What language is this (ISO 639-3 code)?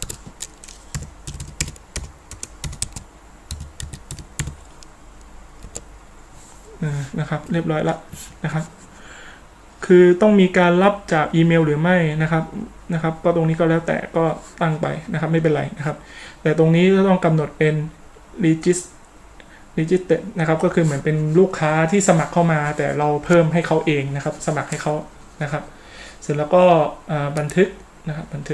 tha